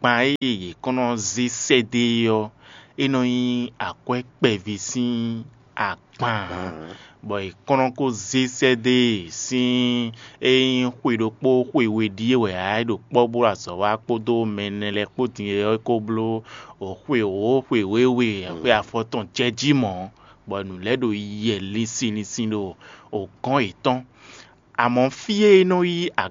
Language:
Fon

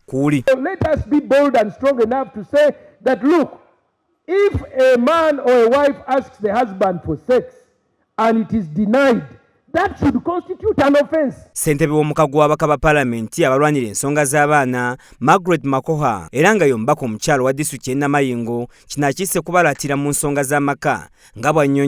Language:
Ganda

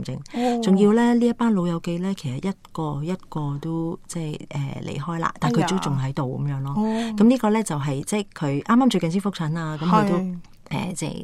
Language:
Cantonese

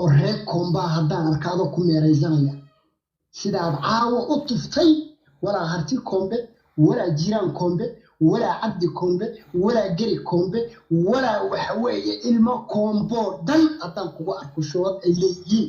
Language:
Somali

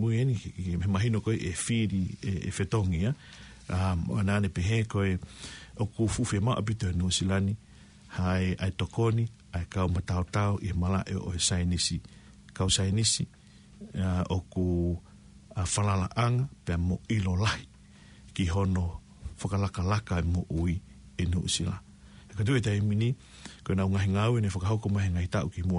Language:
Tongan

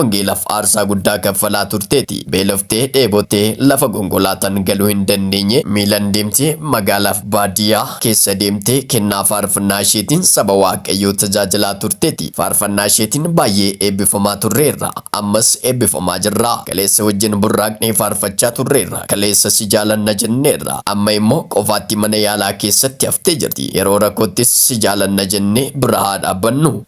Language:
Oromo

